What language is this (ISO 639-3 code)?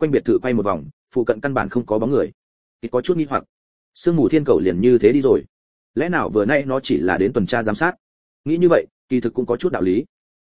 vie